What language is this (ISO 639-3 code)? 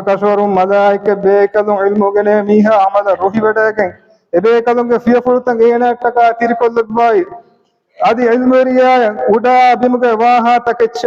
div